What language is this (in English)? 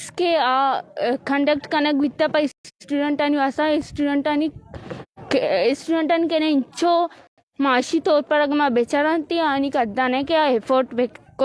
Baluchi